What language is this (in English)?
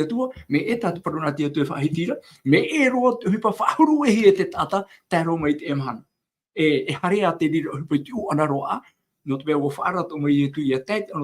Tahitian